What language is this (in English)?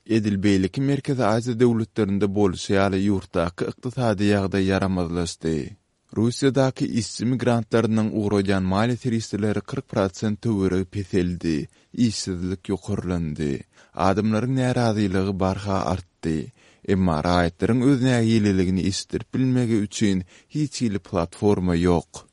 Turkmen